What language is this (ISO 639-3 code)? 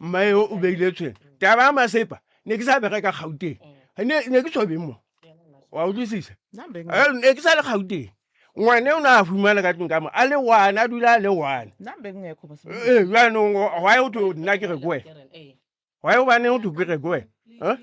nso